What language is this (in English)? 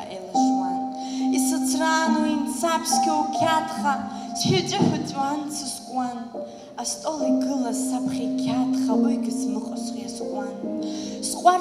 Abkhazian